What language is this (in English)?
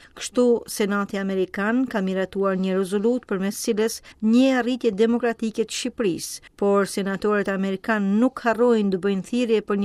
Albanian